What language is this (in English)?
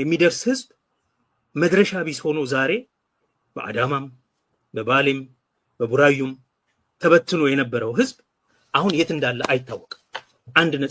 Amharic